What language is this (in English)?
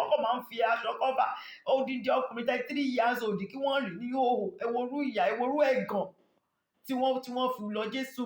Yoruba